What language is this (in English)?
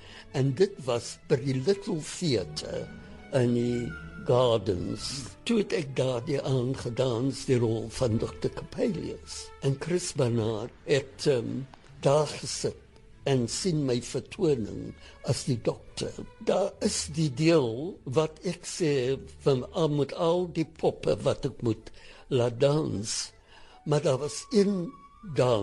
Afrikaans